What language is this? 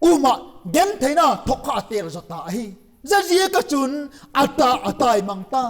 Vaiphei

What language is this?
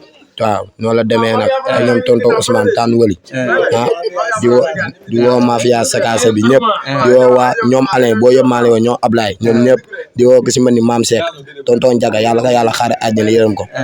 Wolof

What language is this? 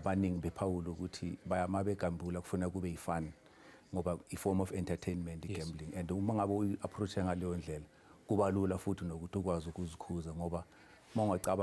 Zulu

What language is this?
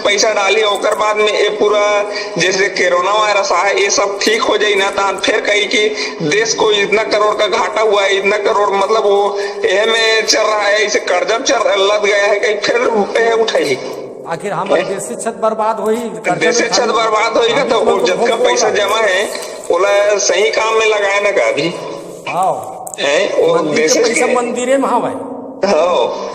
Chhattisgarhi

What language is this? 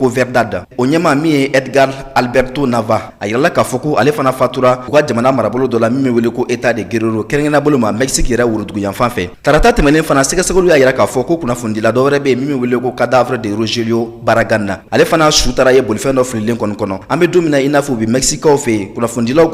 Bambara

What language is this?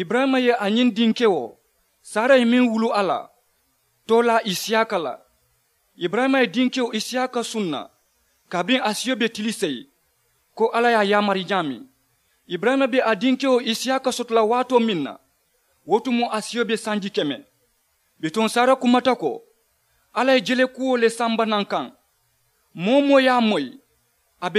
Mandingo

